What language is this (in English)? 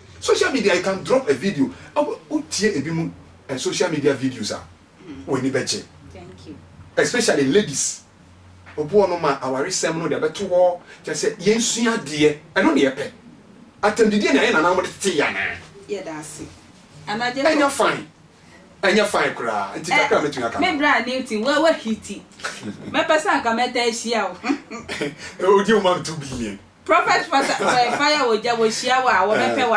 Akan